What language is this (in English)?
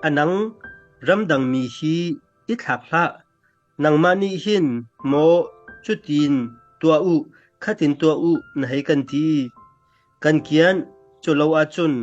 Hakha Chin